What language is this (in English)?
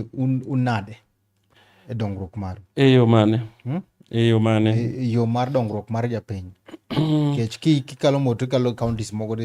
Luo (Kenya and Tanzania)